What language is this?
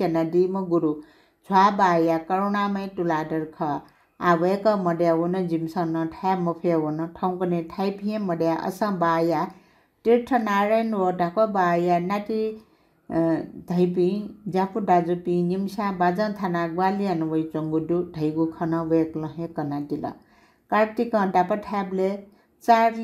Newari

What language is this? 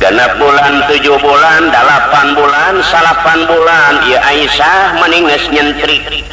Sundanese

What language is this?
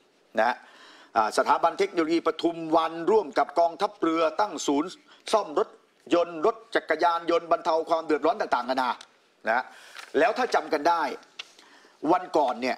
Thai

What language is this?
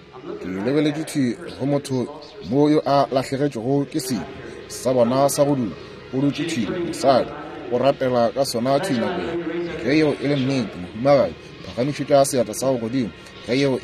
Northern Sotho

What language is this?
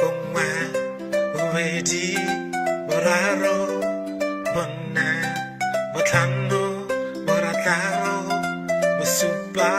Tswana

